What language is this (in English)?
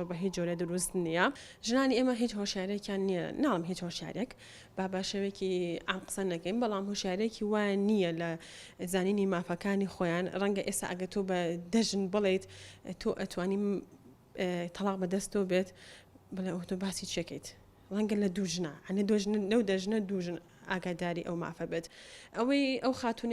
Central Kurdish